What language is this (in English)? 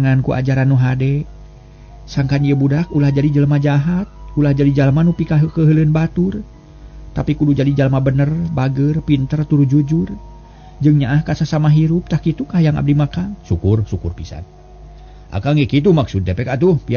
Sundanese